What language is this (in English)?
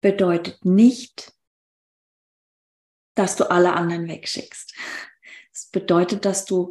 German